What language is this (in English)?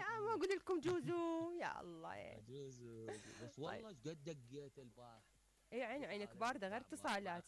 Mesopotamian Arabic